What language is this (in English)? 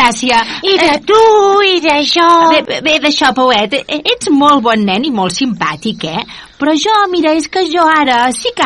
Catalan